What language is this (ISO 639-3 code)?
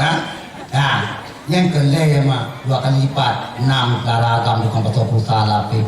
ace